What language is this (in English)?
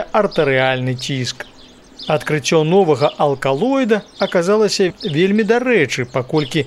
Belarusian